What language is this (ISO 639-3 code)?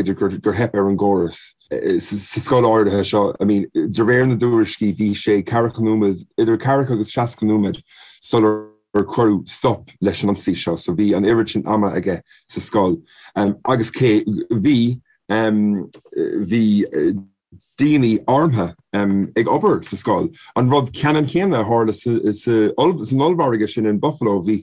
gle